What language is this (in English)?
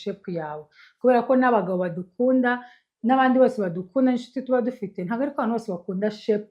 Kinyarwanda